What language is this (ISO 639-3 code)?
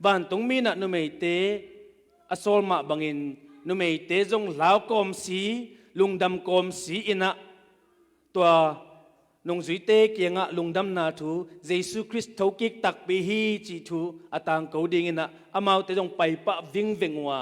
ctd